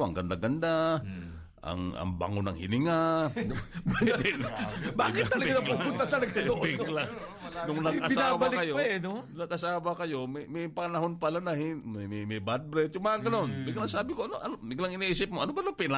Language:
Filipino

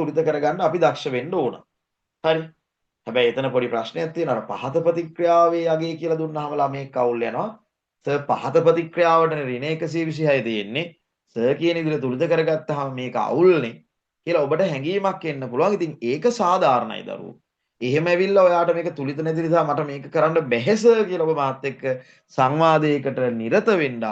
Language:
Sinhala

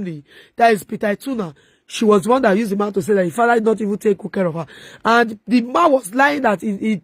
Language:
Nigerian Pidgin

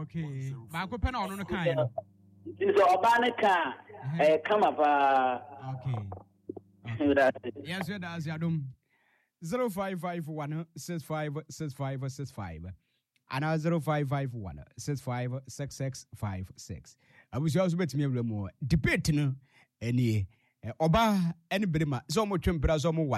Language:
Akan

